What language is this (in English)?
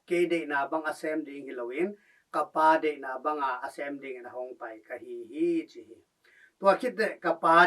Tedim Chin